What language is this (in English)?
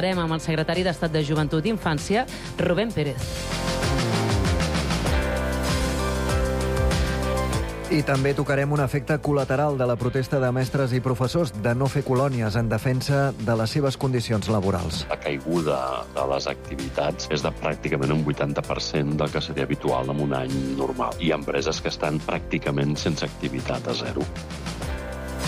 Catalan